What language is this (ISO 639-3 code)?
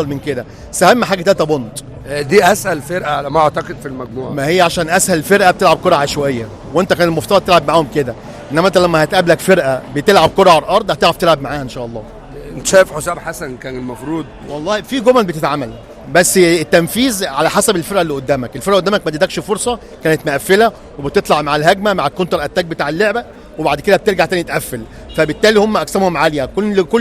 arz